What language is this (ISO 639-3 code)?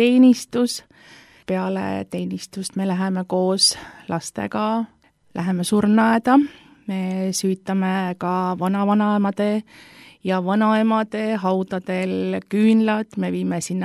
est